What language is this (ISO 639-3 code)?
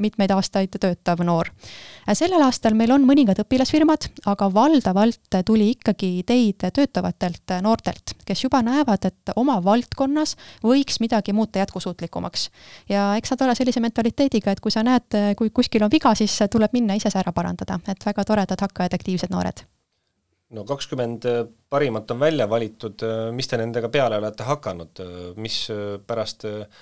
est